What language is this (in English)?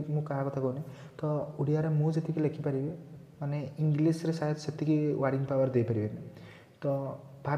Odia